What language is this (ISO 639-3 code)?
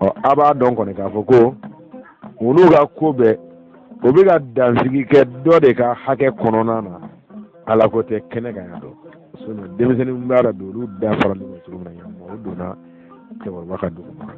bam